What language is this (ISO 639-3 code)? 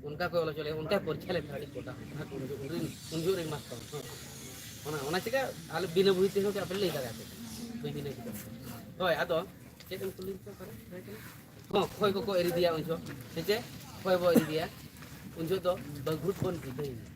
sat